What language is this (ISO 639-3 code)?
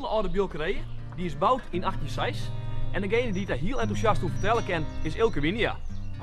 fry